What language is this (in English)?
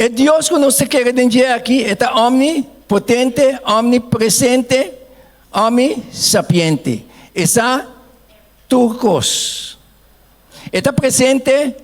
Papiamento